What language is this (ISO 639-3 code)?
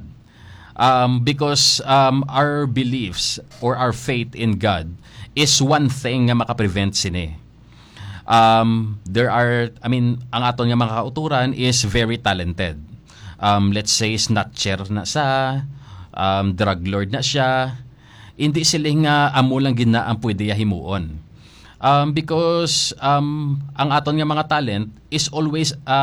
hil